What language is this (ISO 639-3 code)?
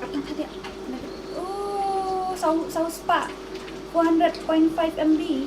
kha